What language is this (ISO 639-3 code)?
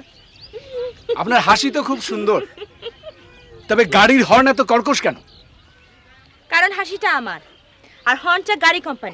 ben